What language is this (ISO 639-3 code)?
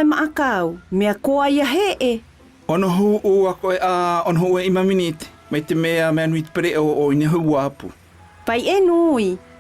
mqm